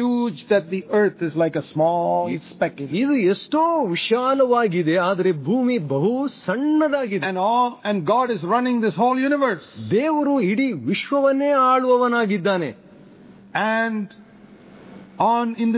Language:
Kannada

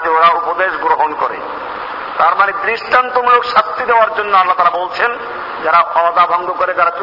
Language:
Bangla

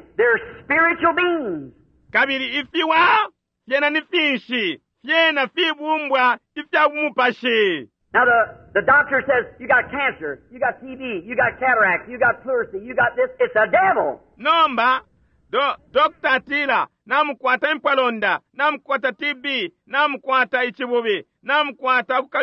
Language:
Bemba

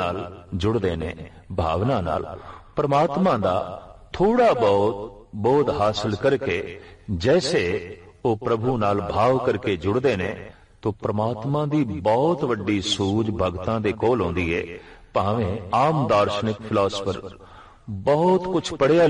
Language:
Punjabi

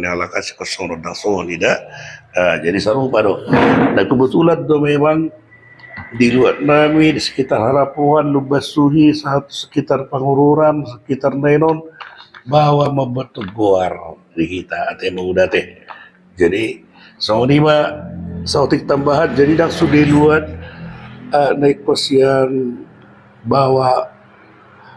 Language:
Batak Toba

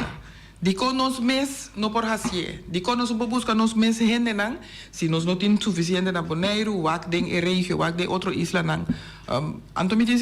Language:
Papiamento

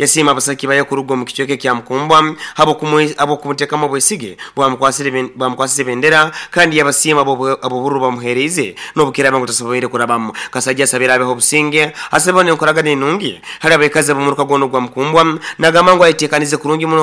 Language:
Nyoro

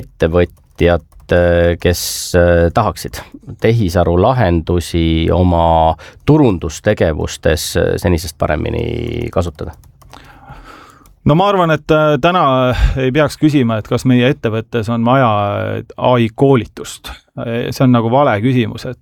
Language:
Estonian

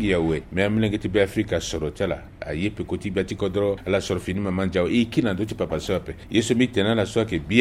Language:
Sango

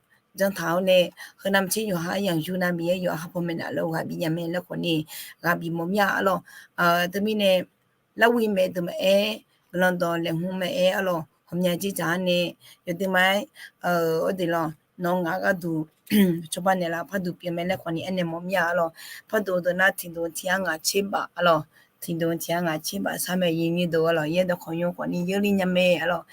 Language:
Akha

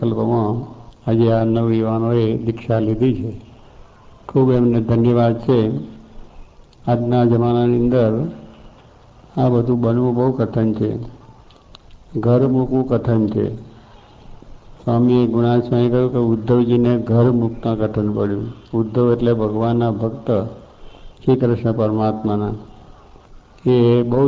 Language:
Gujarati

